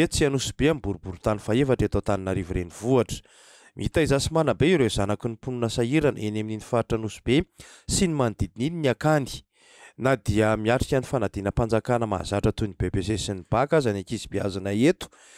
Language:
Malagasy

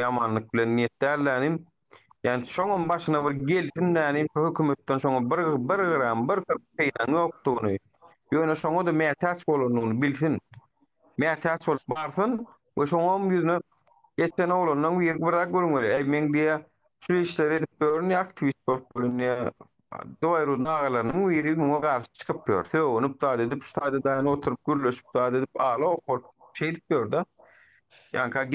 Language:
Turkmen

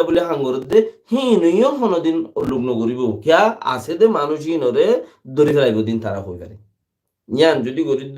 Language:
Rohingya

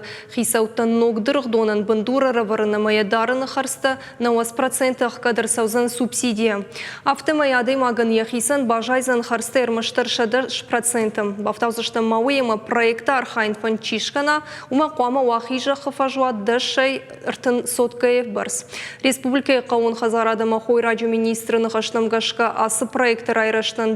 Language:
Ossetic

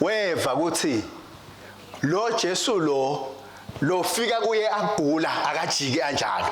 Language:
Swati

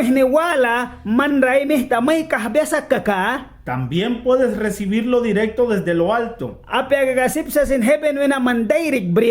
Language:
Mískito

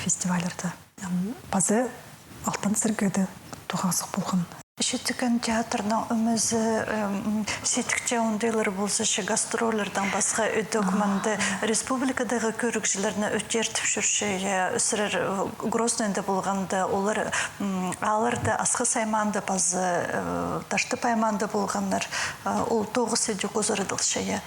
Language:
Khakas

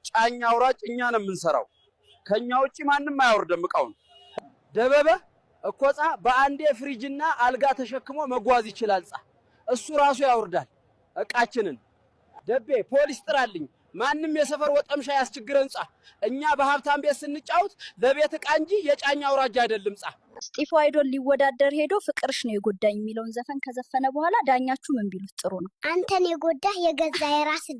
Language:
Amharic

